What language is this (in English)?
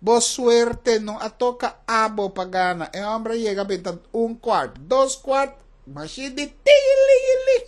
Papiamento